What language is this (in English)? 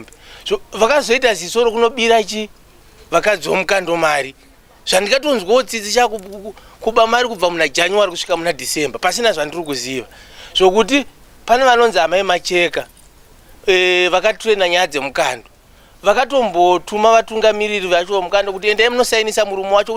Shona